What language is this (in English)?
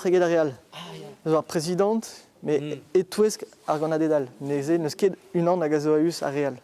Breton